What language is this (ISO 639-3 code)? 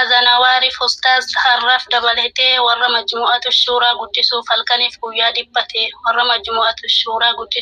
orm